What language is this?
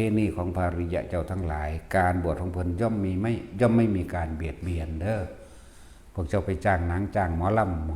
Lao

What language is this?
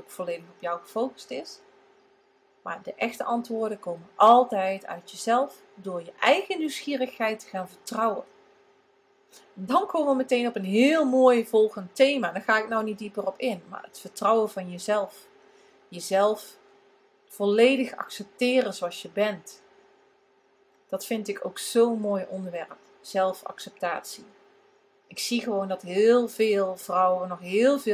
Dutch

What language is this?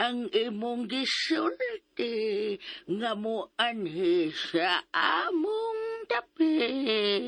Cebuano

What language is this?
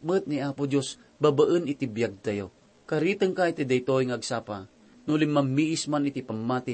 Iloko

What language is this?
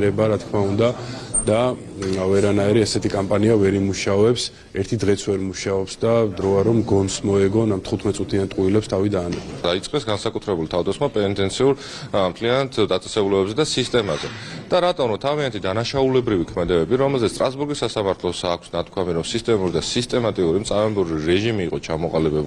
Georgian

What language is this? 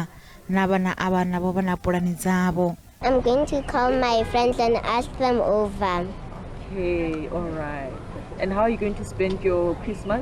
Venda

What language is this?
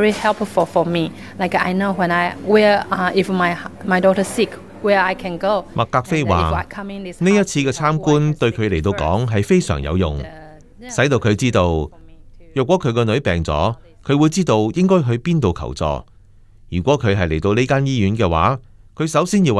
Cantonese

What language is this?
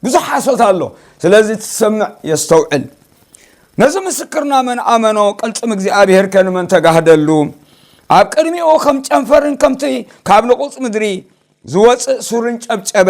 Tigrinya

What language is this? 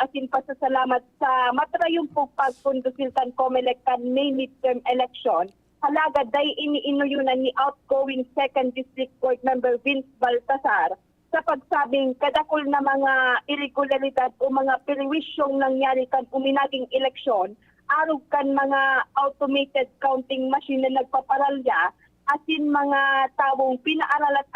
Bikol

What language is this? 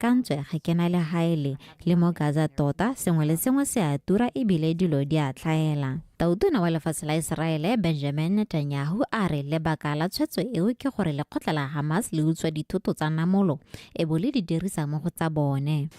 Tswana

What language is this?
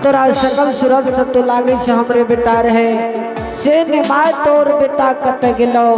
Angika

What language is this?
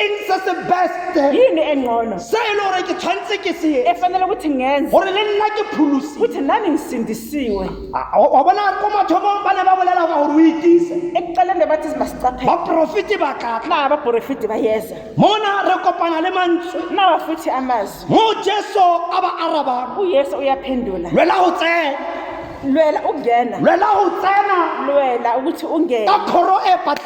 Tswana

